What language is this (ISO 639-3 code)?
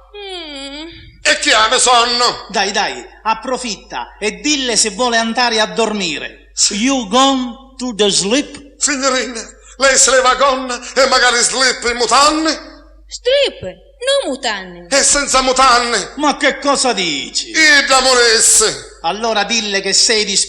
nap